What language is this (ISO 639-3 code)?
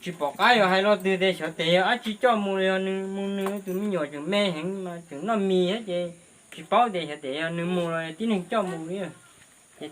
hmn